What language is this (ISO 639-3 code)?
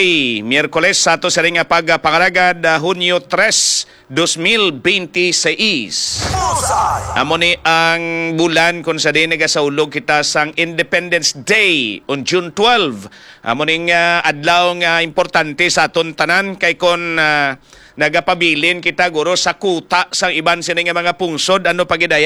hil